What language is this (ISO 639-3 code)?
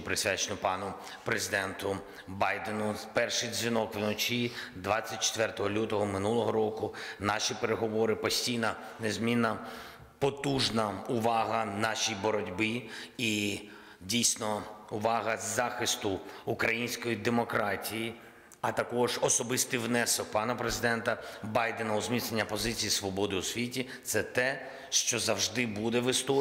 ukr